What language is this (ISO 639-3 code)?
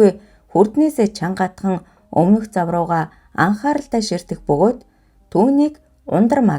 mon